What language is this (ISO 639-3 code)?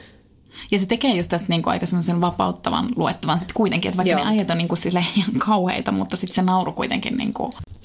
fin